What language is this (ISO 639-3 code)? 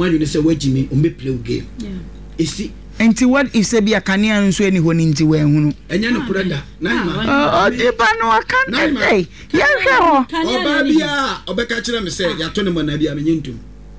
aka